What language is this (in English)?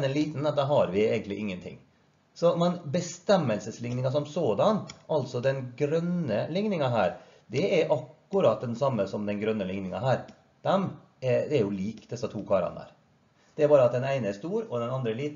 Norwegian